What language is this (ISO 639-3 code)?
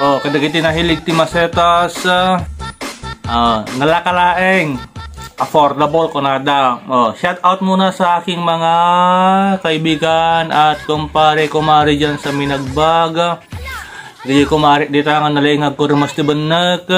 ilo